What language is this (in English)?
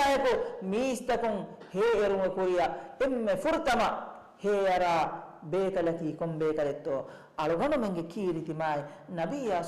Divehi